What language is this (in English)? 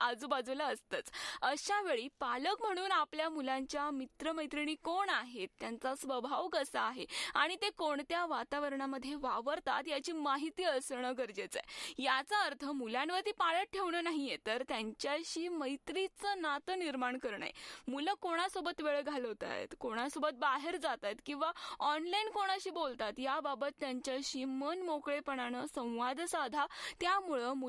Marathi